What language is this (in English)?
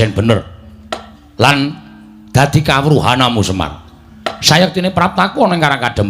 Javanese